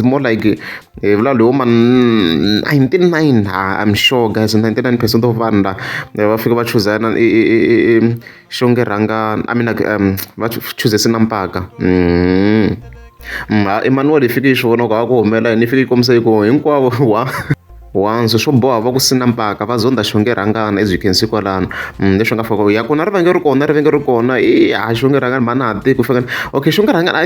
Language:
Tsonga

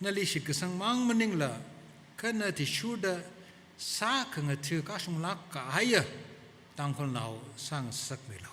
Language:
Tangkhul Naga (India)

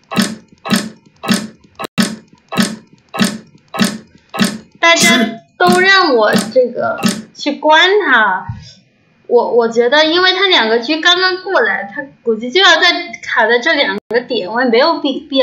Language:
Chinese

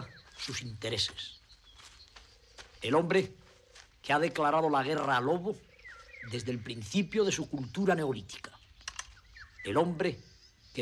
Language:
Spanish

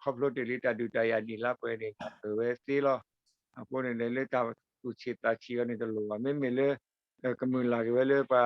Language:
S'gaw Karen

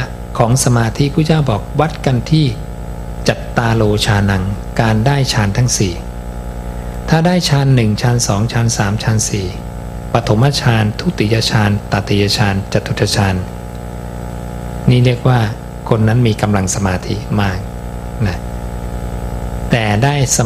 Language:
Thai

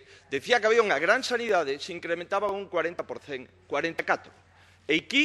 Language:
Galician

